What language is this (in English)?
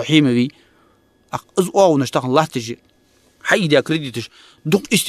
Ingush